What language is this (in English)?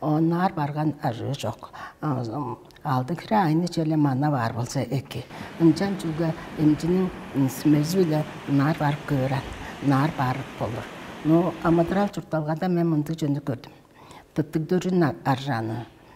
Tuvinian